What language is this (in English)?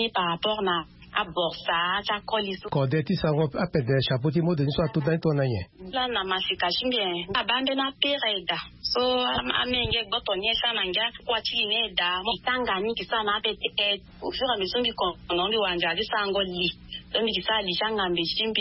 Sango